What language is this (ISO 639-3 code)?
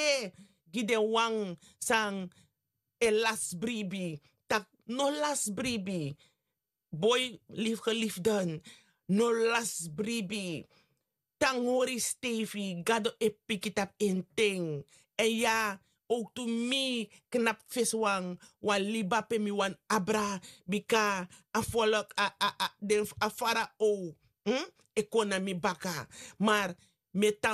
srn